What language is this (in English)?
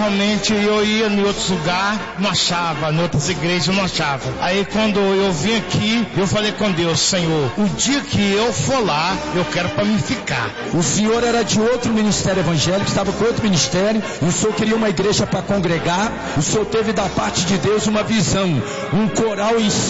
Portuguese